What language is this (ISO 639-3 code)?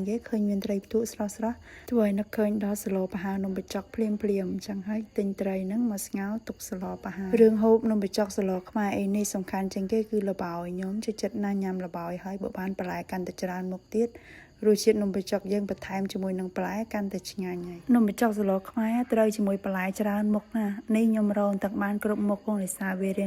khm